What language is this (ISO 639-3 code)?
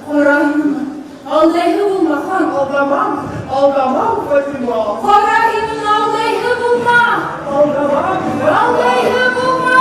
bak